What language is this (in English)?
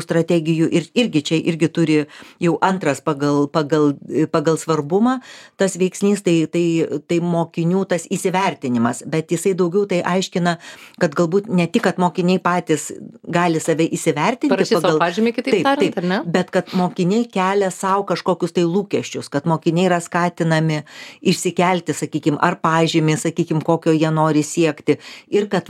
Lithuanian